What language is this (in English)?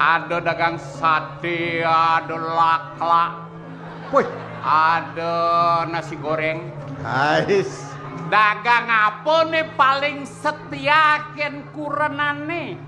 Balinese